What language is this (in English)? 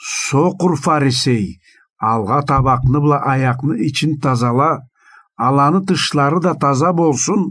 Karachay-Balkar